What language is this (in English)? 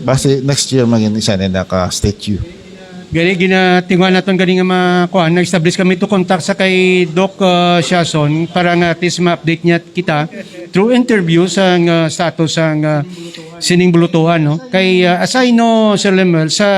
Hiligaynon